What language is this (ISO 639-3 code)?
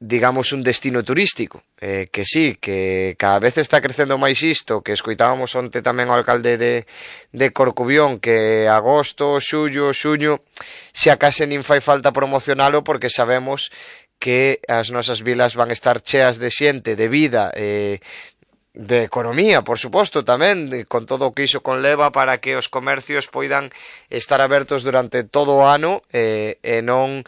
glg